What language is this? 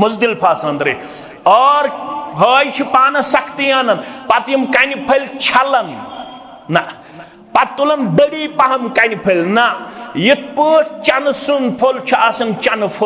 Kashmiri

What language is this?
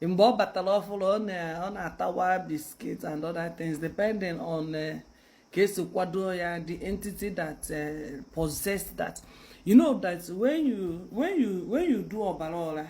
Igbo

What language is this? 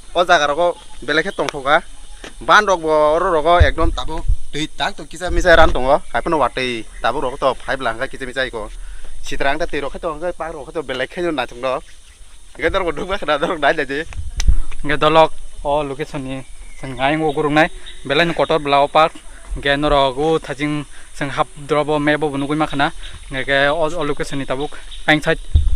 Kok Borok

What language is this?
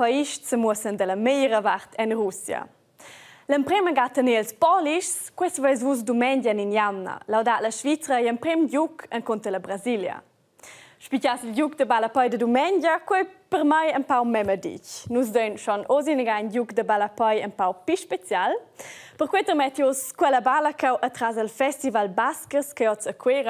Romansh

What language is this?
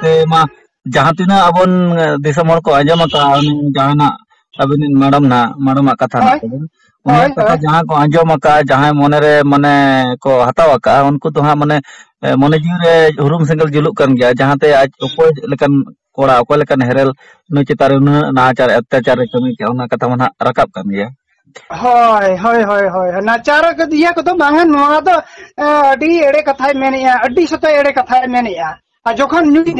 Santali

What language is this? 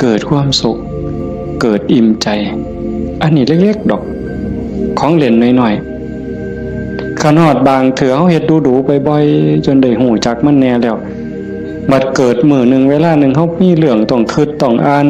Northeastern Thai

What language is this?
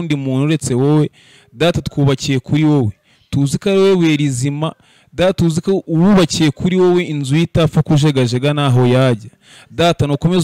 Kinyarwanda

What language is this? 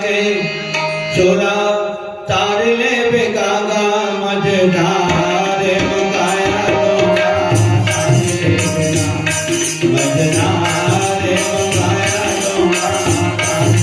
Chhattisgarhi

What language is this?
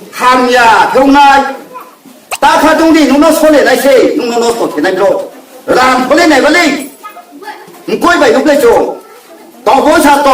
Riang (India)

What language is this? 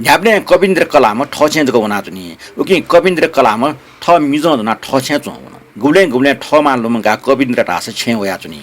Newari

